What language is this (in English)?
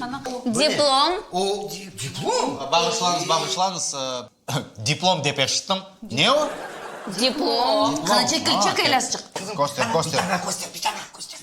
Crimean Tatar